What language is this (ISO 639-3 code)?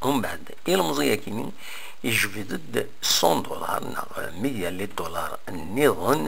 kab